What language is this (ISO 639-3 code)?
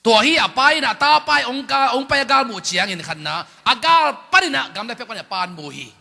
ctd